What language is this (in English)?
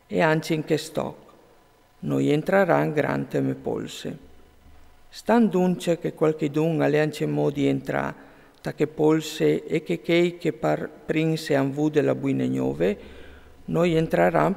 Friulian